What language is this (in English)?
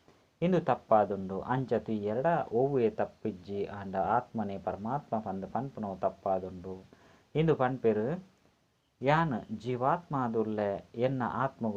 Tulu